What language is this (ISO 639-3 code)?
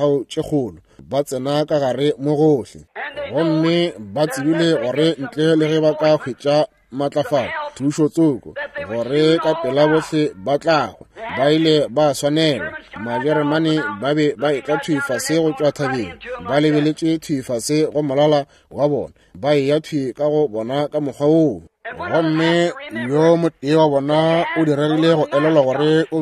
nso